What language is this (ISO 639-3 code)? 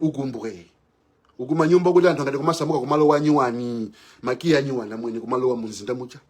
nya